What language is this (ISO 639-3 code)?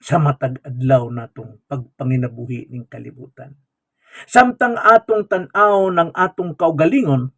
ceb